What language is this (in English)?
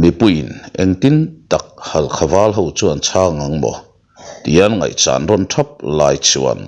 Mizo